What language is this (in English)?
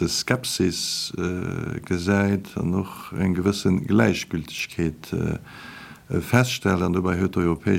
Luxembourgish